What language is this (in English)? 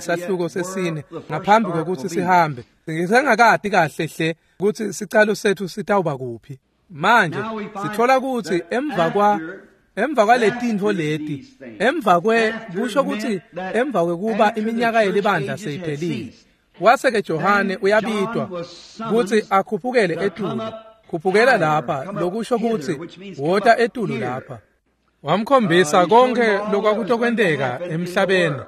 Swati